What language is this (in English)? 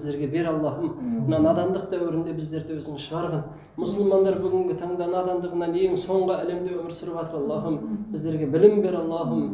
Kazakh